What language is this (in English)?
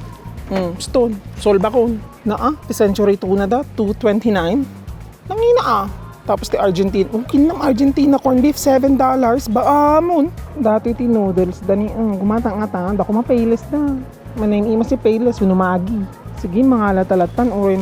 Iloko